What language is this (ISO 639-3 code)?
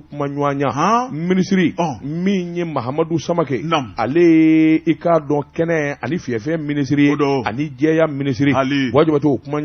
bam